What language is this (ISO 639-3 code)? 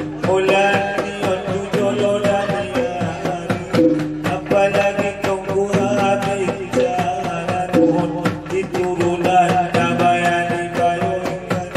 akb